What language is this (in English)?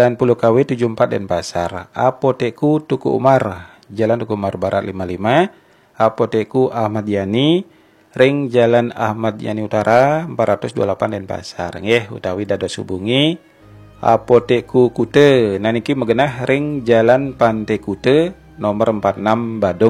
Balinese